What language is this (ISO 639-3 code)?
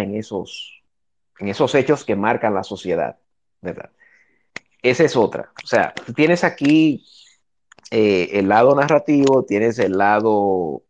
spa